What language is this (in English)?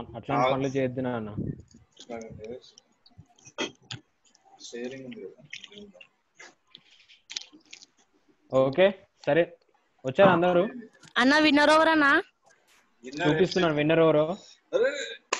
Telugu